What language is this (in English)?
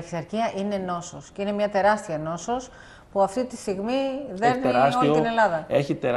Greek